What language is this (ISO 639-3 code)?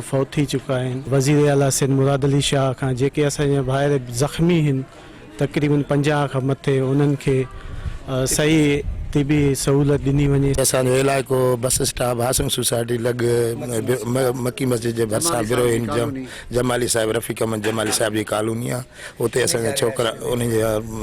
snd